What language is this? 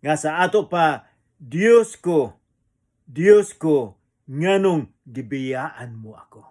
Cebuano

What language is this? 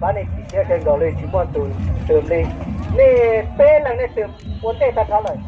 Hmong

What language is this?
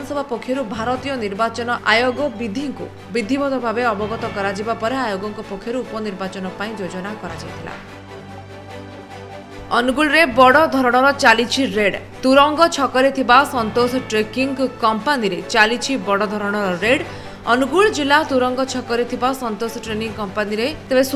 Odia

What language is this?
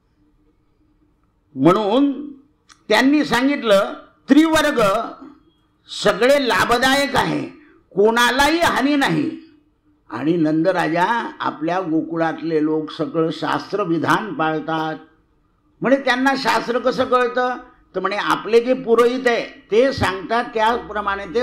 Marathi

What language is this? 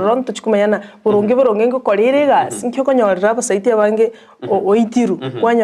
Gusii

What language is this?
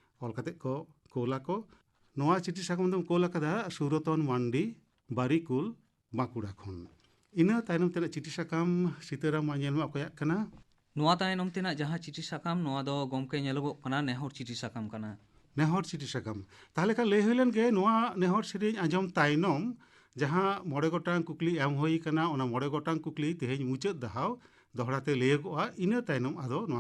Santali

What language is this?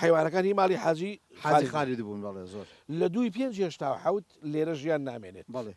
Central Kurdish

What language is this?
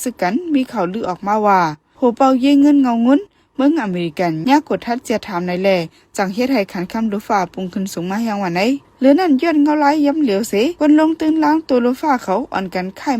Shan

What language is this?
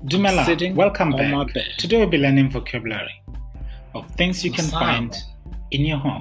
Tswana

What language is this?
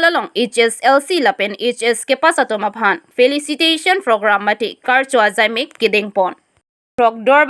Karbi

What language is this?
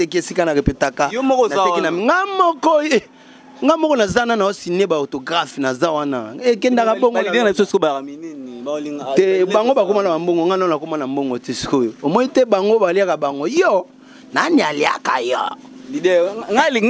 Lingala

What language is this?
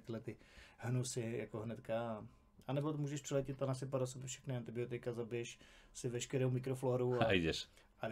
Czech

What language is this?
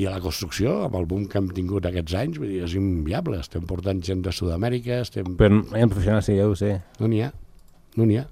Catalan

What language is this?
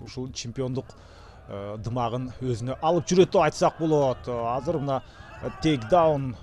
Kyrgyz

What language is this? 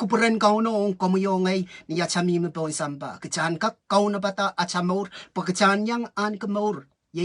Pohnpeian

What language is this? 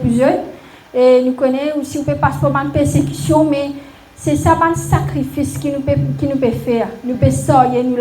Morisyen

